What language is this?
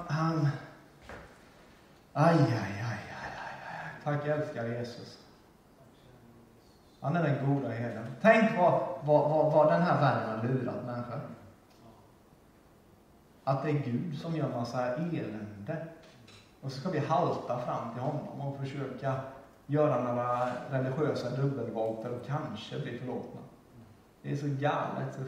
Swedish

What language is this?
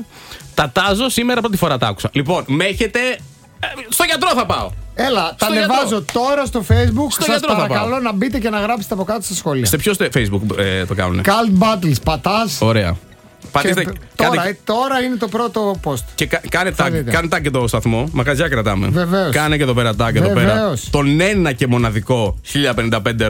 Greek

